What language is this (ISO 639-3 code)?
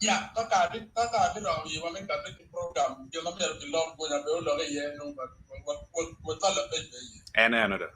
ach